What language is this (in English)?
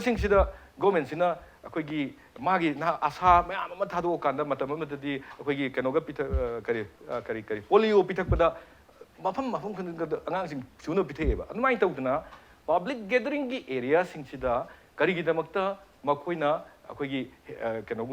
Manipuri